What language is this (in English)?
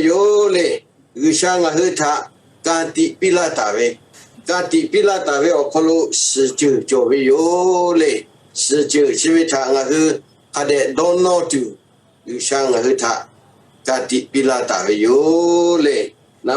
Lahu